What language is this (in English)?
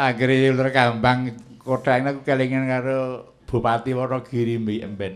Javanese